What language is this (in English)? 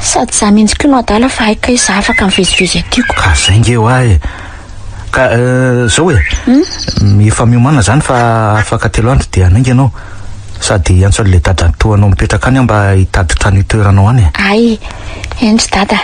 Malagasy